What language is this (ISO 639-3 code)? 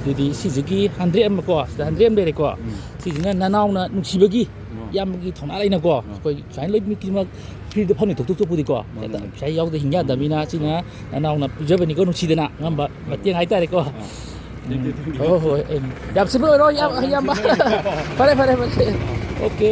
mni